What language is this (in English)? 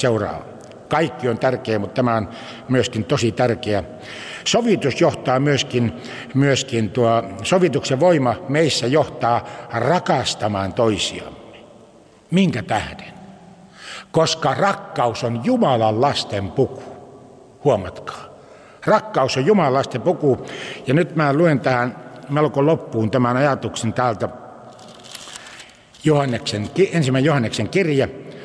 Finnish